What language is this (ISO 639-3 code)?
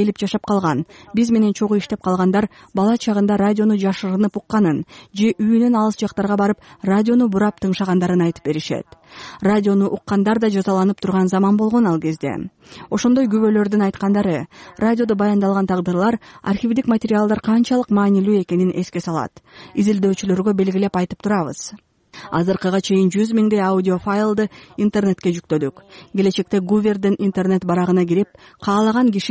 kir